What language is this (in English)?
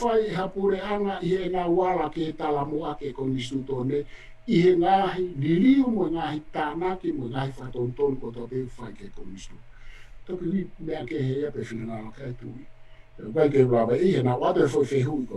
Tongan